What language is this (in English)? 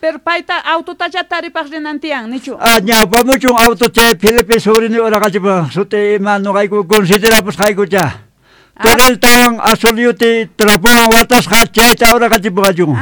Quechua